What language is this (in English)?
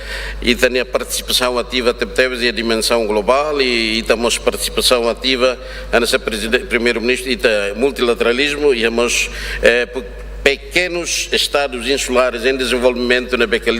Tetum